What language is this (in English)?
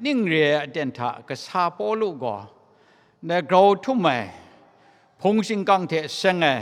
Kachin